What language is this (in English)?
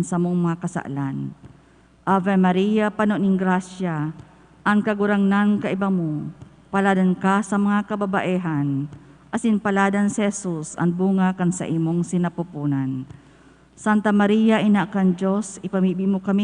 Bikol